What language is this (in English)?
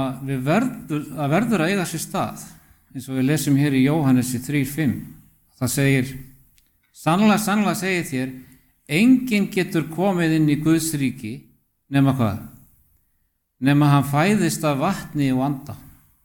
Icelandic